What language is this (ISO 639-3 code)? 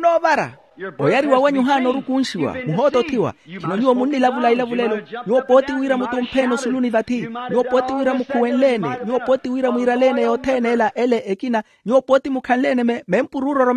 vmw